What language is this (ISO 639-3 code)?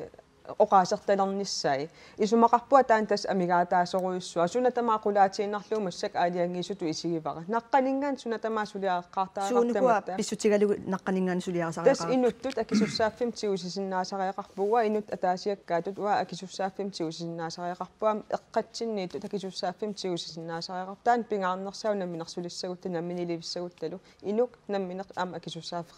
kal